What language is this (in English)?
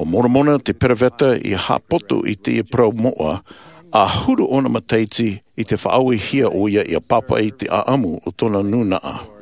Tahitian